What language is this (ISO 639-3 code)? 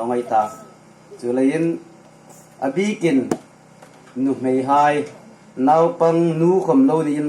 hmr